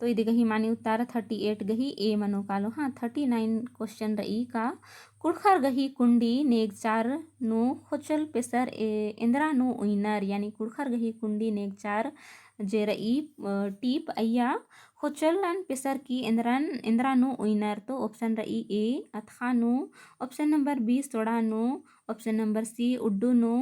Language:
Kurukh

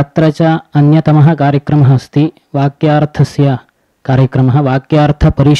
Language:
Sanskrit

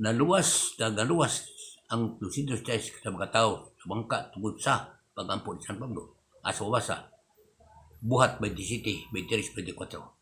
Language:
Cebuano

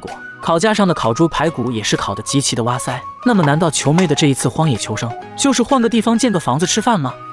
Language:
Chinese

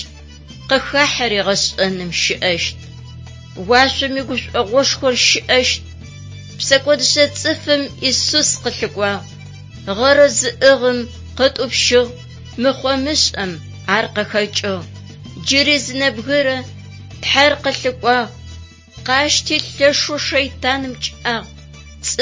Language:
Adyghe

